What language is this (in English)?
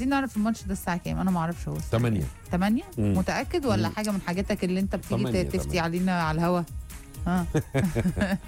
Egyptian Arabic